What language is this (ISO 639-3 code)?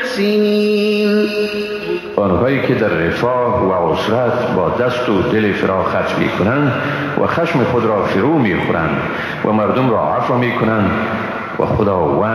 fas